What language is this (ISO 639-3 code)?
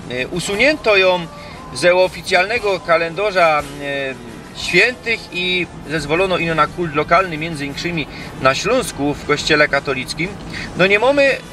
szl